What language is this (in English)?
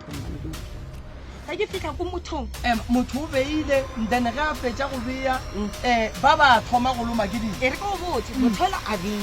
Northern Sotho